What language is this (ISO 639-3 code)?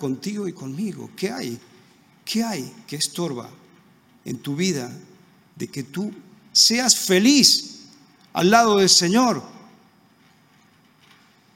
spa